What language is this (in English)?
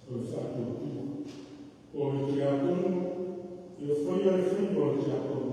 Samoan